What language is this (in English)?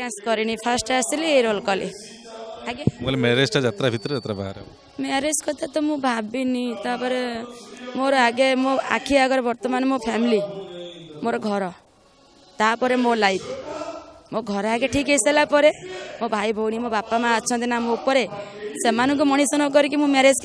Odia